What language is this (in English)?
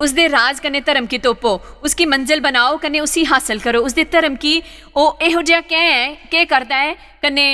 Dogri